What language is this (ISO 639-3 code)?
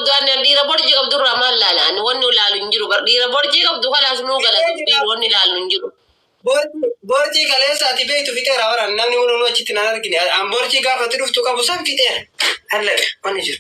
orm